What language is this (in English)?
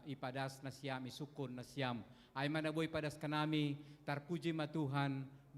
Batak Simalungun